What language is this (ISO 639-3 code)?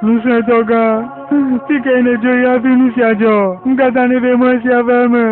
ewe